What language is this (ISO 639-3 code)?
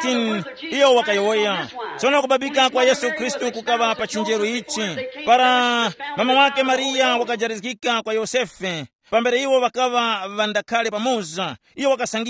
tum